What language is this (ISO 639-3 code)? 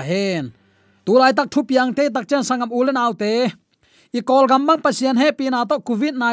ctd